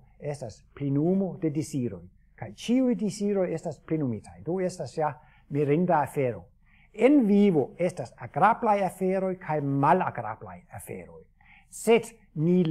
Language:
Esperanto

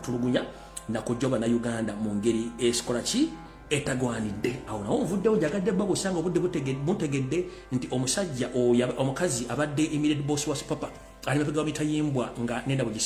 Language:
Ganda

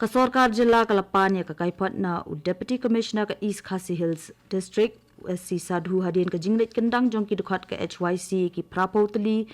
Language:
Khasi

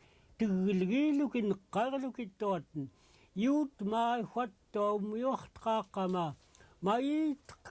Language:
Central Yupik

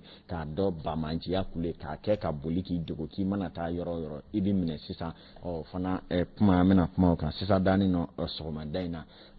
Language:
Bambara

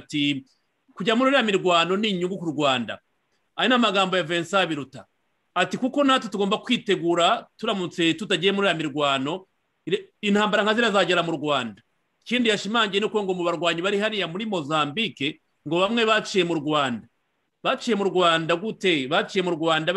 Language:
Kinyarwanda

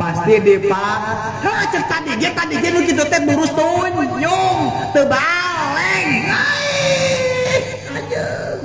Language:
Sundanese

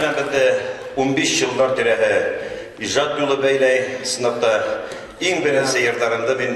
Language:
Bashkir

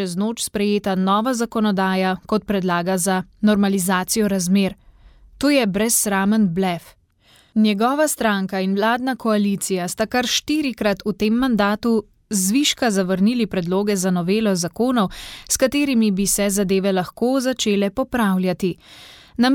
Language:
Slovenian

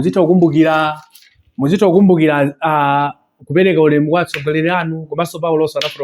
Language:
Nyanja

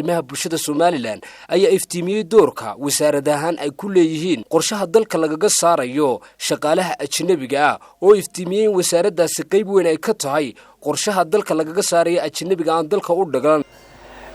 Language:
Somali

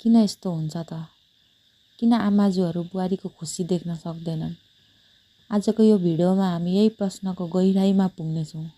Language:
Nepali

